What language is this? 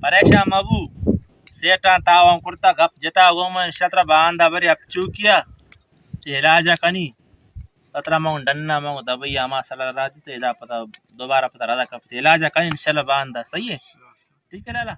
Eastern Balochi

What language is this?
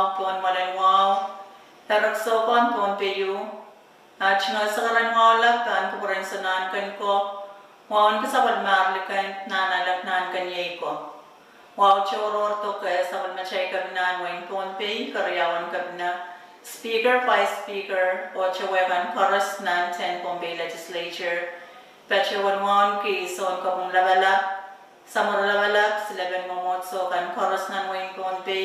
Pohnpeian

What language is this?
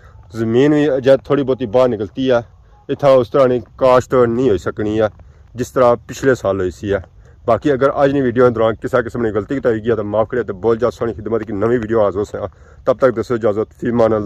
Pahari-Potwari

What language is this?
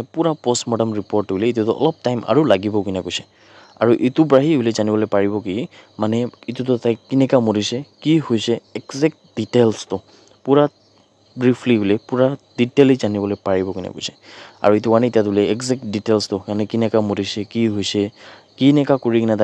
Naga Pidgin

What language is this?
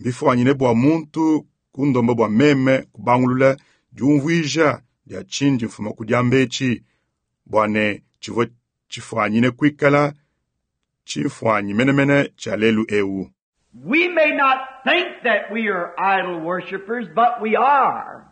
Luba-Lulua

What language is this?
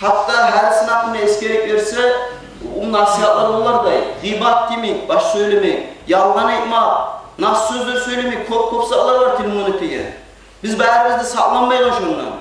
Kumyk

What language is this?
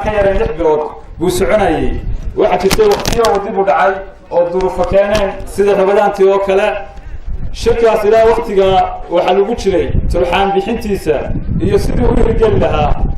Somali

